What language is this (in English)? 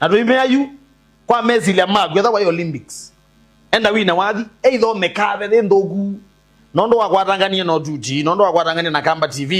Kamba